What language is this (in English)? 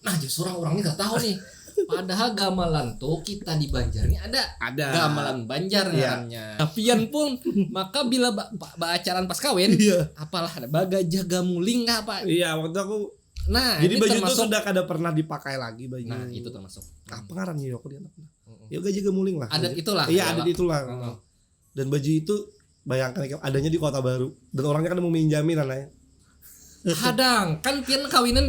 Banjar